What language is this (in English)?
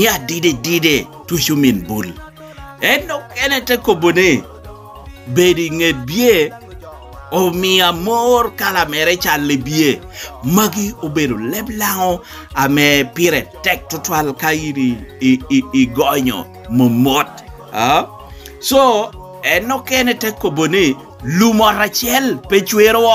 Lango (Uganda)